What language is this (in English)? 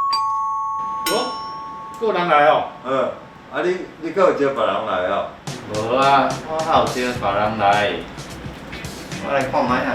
Min Nan Chinese